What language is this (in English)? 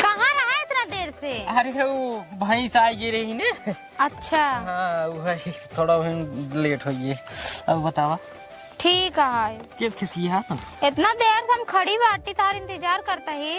Awadhi